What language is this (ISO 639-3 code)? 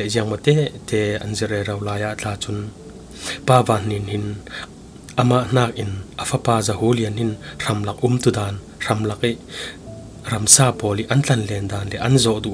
cfm